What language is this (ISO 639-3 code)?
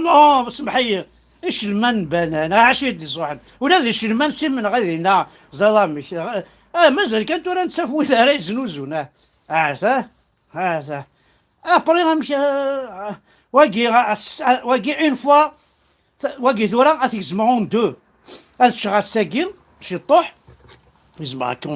kab